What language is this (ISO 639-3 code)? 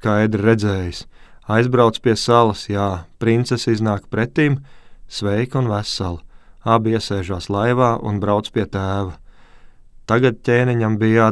lav